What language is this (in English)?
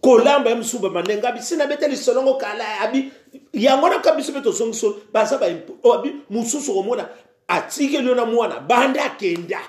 Lingala